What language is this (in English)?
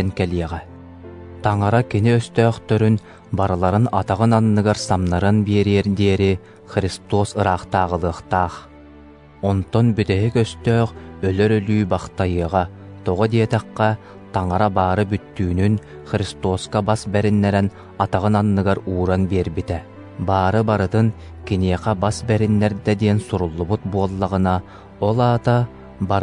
Yakut